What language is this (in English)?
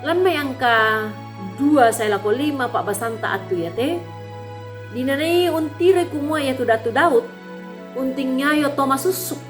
Toraja-Sa'dan